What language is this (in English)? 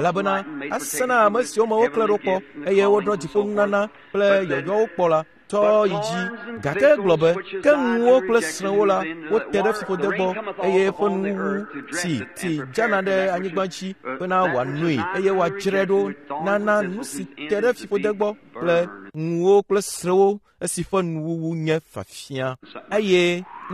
Ewe